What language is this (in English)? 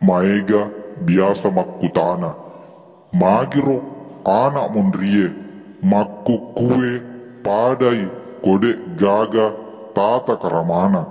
Buginese